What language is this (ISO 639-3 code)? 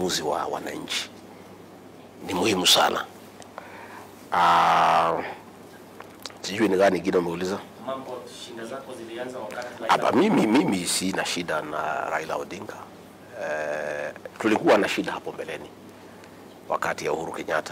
swa